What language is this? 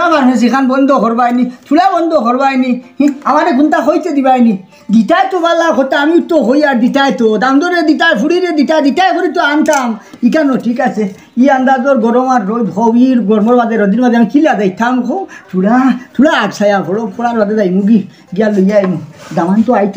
Sylheti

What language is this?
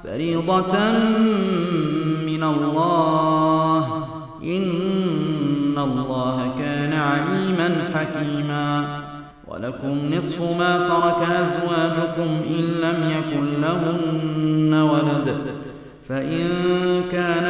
Arabic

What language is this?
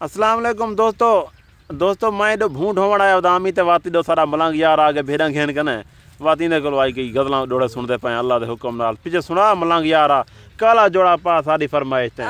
Saraiki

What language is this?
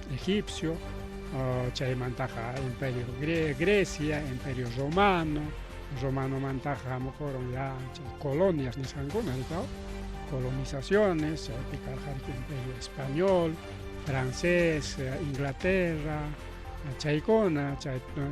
Ayacucho Quechua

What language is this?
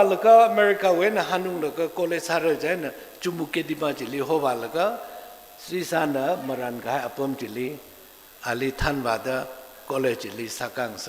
Tangkhul Naga (India)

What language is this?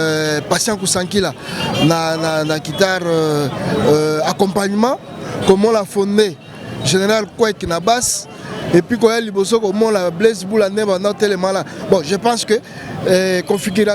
Lingala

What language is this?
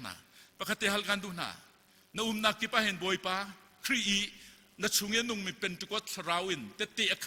Hakha Chin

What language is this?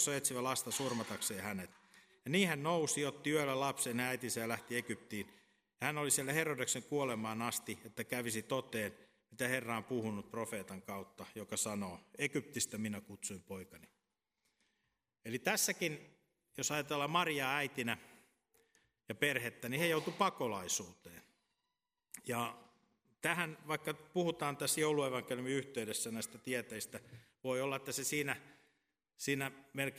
Finnish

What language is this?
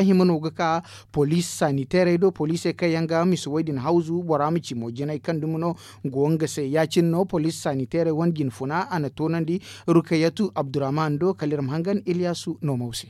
Zarma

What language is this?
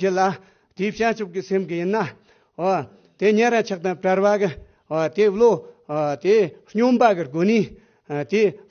Tibetan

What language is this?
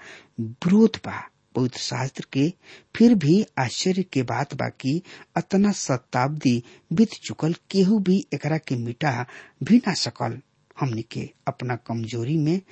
Bhojpuri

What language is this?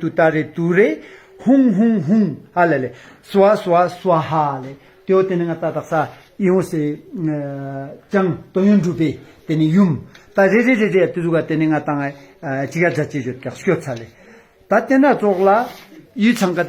Ladakhi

